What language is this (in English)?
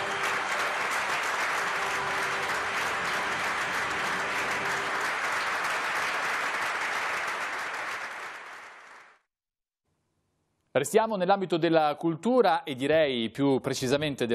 Italian